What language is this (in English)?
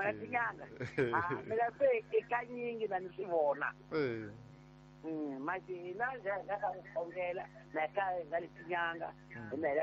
Tsonga